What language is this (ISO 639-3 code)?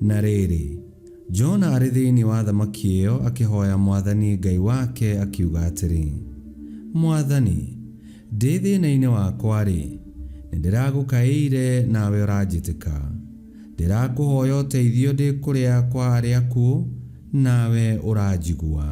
kik